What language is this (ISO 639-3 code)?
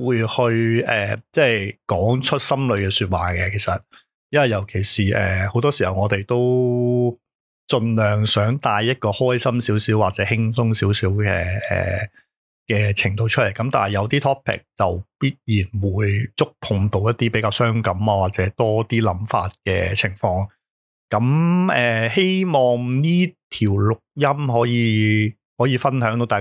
yue